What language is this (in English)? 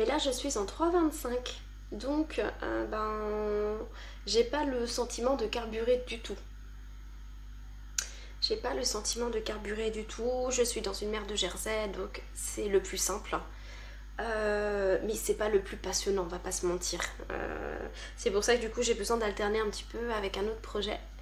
French